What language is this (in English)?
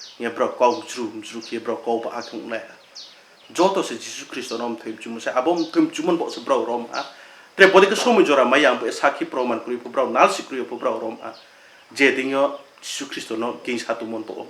Riang (India)